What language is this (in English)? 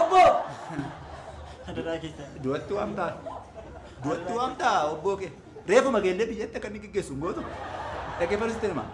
Oromo